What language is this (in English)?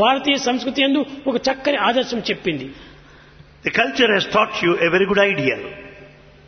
Telugu